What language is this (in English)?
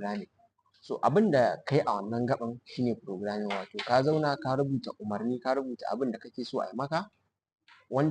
Hausa